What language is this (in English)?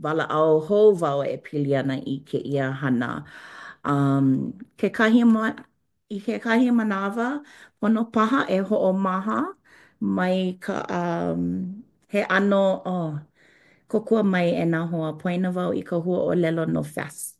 Hawaiian